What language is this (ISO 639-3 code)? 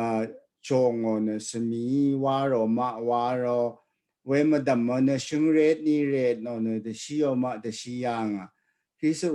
raw